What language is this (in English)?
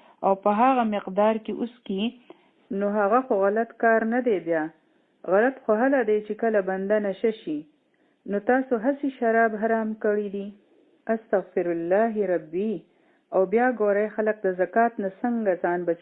Pashto